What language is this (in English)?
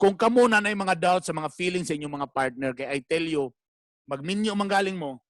Cebuano